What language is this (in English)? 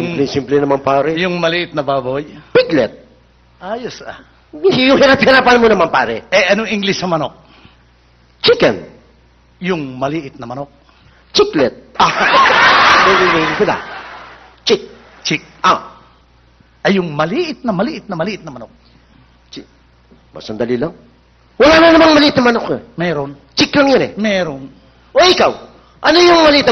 Filipino